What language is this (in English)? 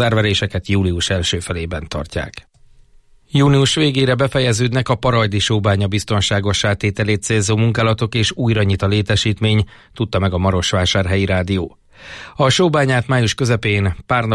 Hungarian